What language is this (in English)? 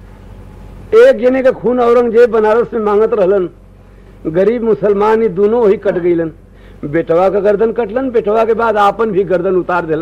Bhojpuri